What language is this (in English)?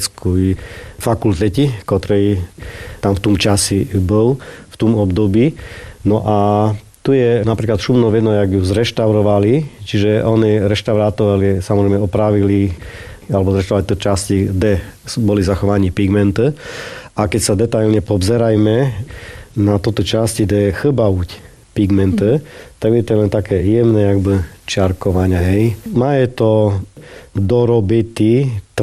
Slovak